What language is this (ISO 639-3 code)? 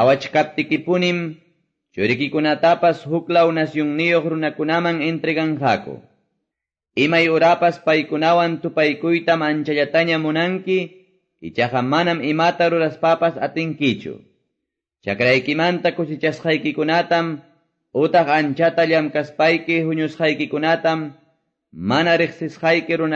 que